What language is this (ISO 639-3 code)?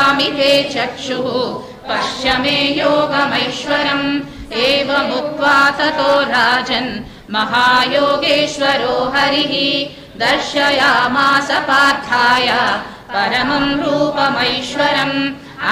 san